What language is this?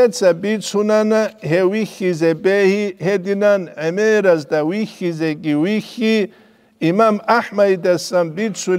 Avaric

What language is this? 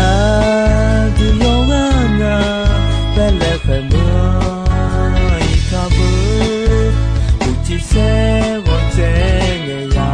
Akha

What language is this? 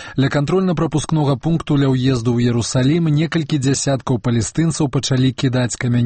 Belarusian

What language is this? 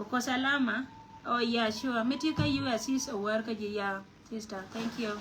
Nuer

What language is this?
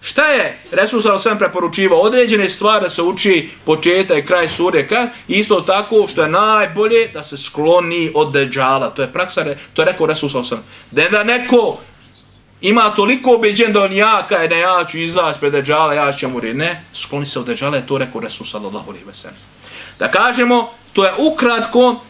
Bosnian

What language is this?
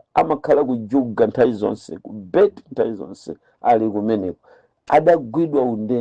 Nyanja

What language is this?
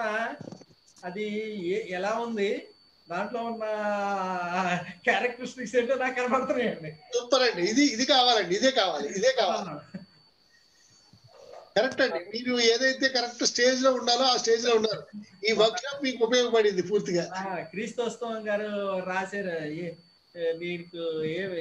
Telugu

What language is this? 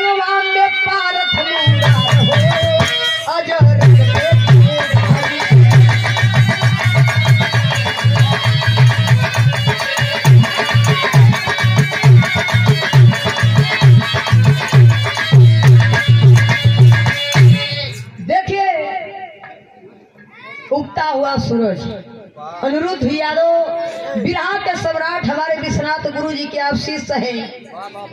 Bhojpuri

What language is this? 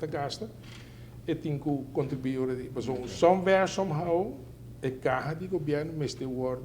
Papiamento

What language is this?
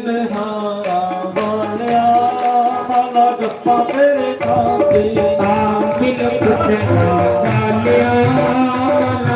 Dogri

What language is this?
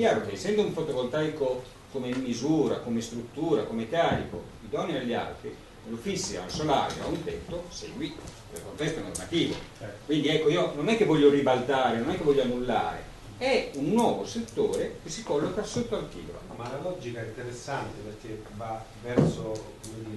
Italian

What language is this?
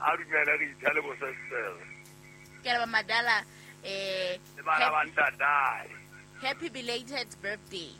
Southern Sotho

